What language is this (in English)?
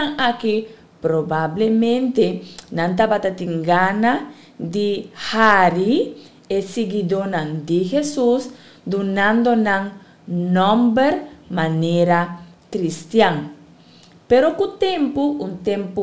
Papiamento